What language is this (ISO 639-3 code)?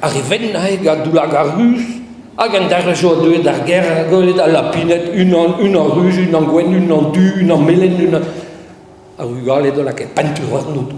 bre